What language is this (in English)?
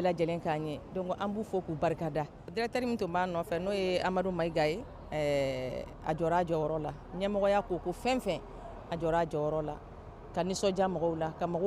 Bambara